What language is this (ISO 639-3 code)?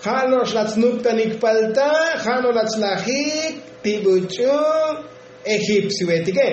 tzo